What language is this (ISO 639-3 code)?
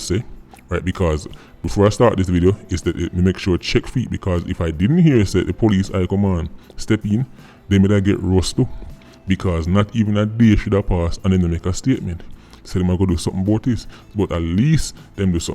jam